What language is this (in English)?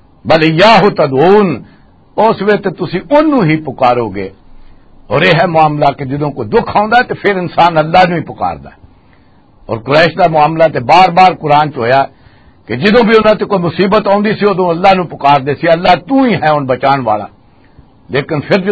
Western Panjabi